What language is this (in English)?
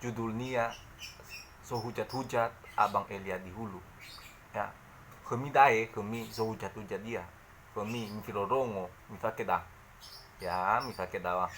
Nias